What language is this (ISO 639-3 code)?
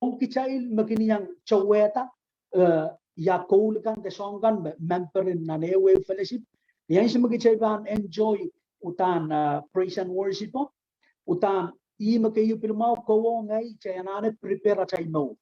pon